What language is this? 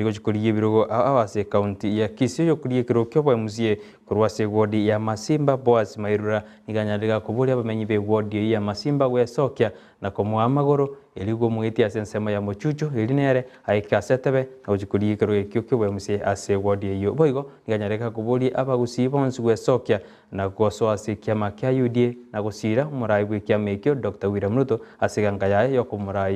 Gusii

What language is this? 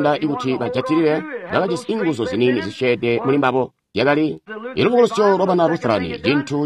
Tonga (Zambia)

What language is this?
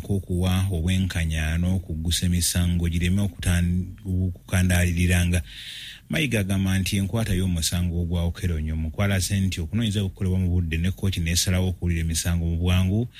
Ganda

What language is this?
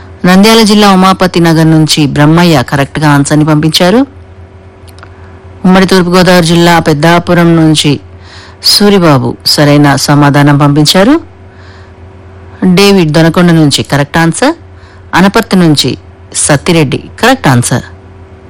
Telugu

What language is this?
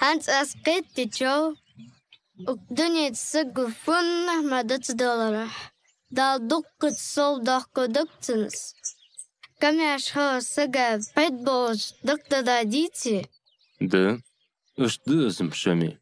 Ingush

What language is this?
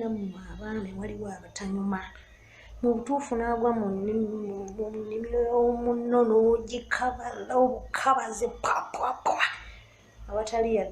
Ganda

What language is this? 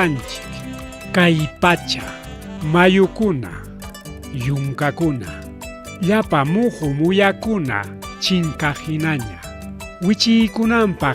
Ayacucho Quechua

